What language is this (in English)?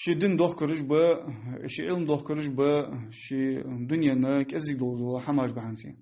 Ingush